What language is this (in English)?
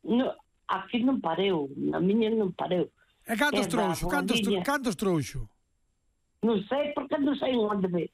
Galician